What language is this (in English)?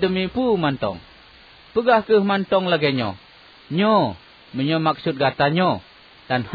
Achinese